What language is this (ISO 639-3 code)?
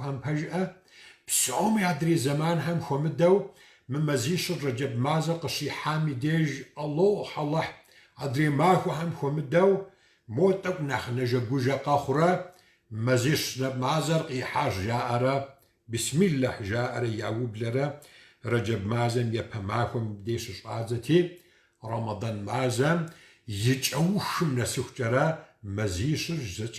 kbd